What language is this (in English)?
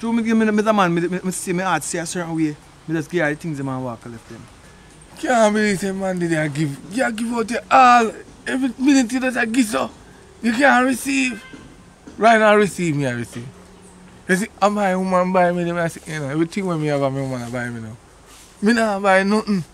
Jamaican Creole English